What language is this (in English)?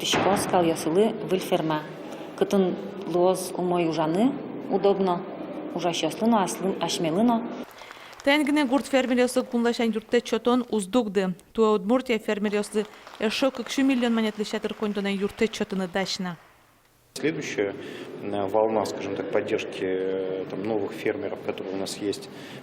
Udmurt